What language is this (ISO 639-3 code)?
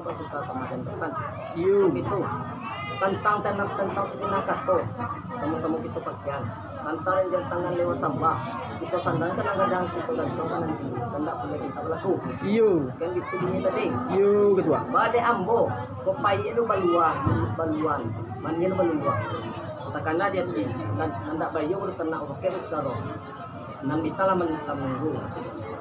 min